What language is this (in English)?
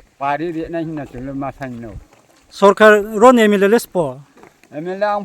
Riang (India)